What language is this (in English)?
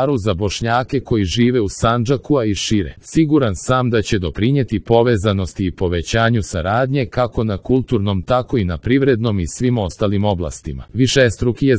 Croatian